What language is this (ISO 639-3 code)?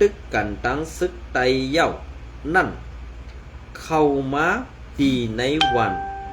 shn